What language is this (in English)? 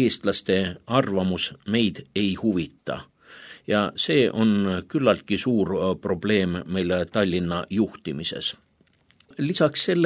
Estonian